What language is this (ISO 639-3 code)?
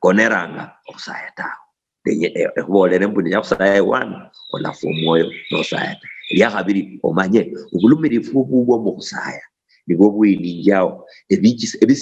luy